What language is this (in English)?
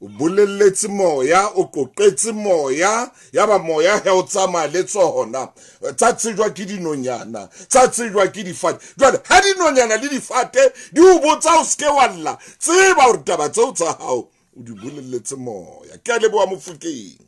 Southern Sotho